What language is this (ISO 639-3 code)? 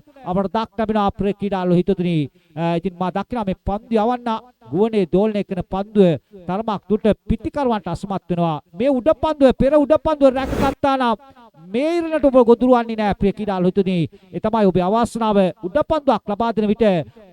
sin